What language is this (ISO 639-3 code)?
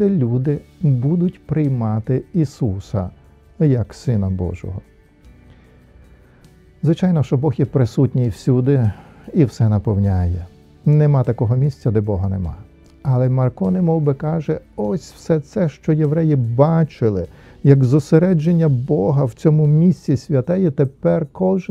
ukr